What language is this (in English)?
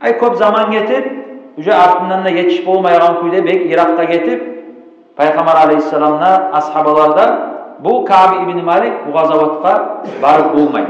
Kumyk